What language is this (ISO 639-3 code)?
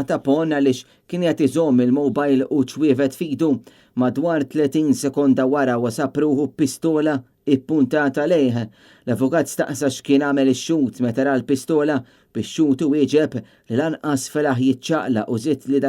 mlt